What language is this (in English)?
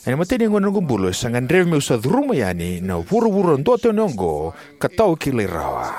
Fijian